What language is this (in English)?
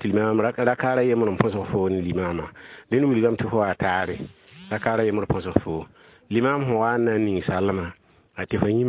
Mossi